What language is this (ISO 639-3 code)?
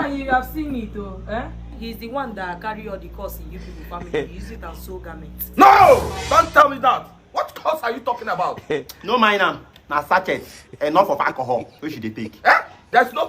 pcm